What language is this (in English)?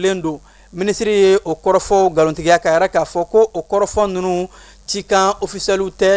Bambara